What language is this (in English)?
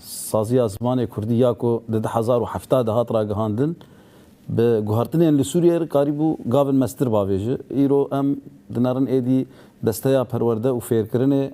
Kurdish